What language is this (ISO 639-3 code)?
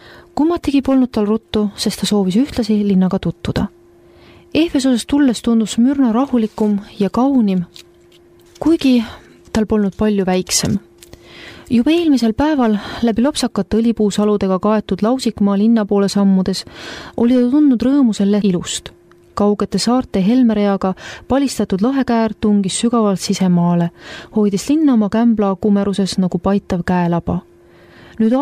est